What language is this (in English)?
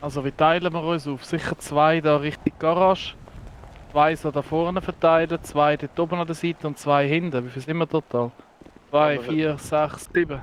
Swiss German